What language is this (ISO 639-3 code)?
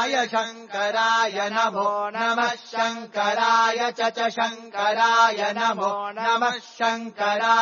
san